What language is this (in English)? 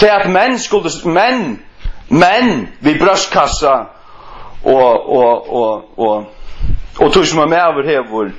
Faroese